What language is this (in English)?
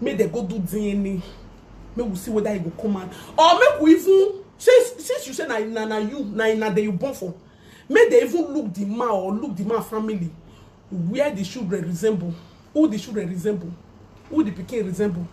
Nigerian Pidgin